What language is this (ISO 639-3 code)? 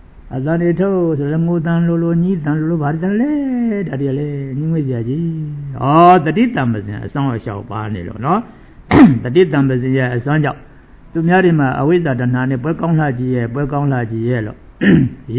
mya